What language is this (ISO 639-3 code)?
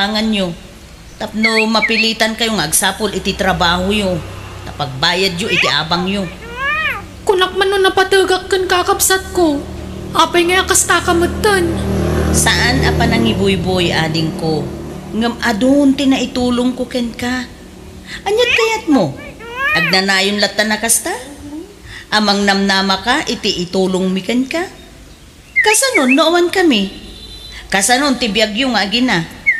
ilo